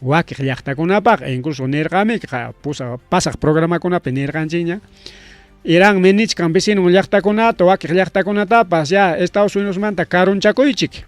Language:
Ayacucho Quechua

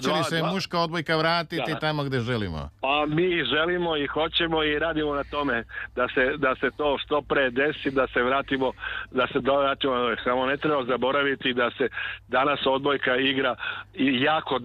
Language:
Serbian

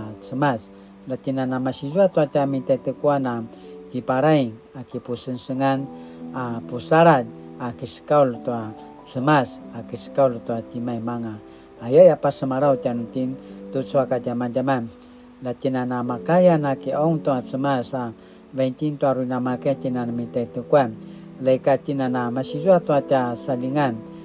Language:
Paiwan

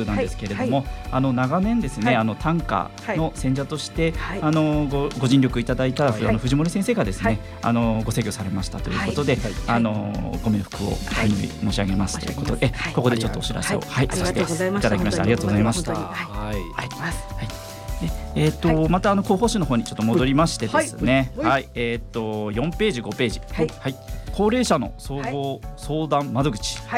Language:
Japanese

